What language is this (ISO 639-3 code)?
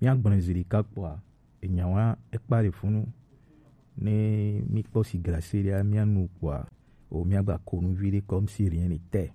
gej